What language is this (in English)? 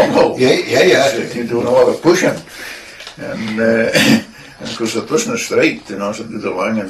Scots